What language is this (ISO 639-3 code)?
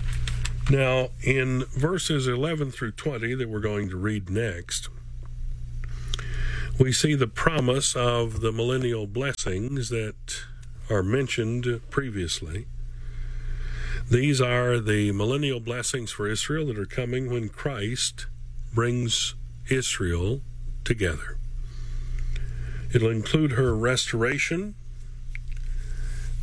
eng